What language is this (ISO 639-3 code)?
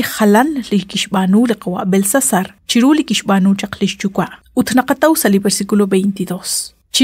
kek